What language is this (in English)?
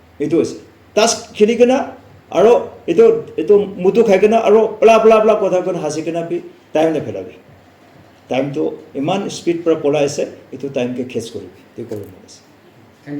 Naga Pidgin